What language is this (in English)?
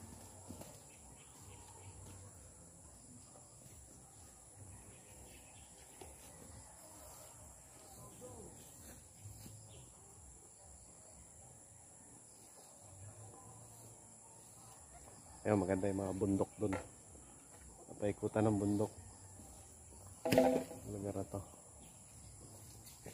Filipino